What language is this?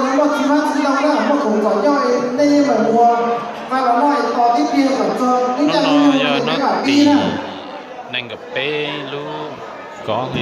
Hmong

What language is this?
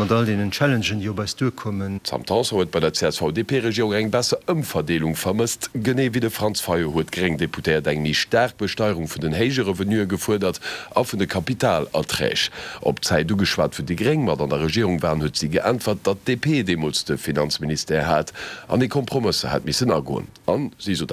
Luxembourgish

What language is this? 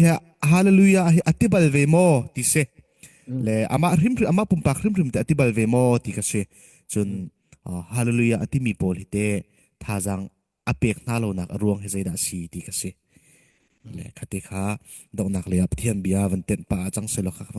Hakha Chin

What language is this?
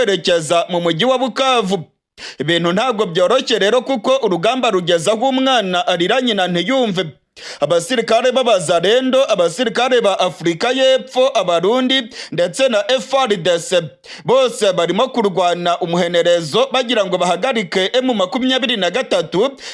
Rundi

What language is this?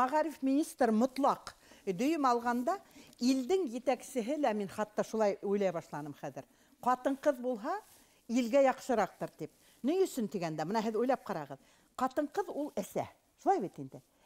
Bashkir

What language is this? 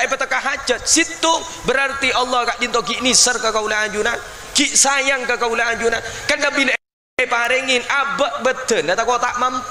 Madurese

